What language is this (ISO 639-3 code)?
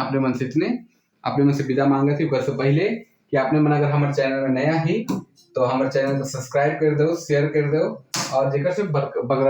sck